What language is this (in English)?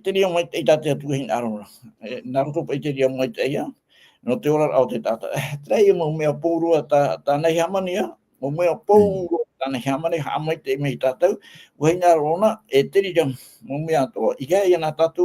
Tahitian